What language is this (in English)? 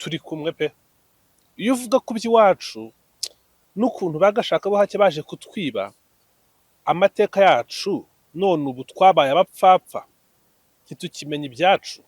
Kinyarwanda